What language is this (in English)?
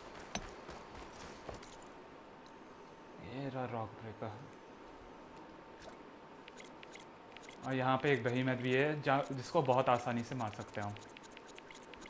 Hindi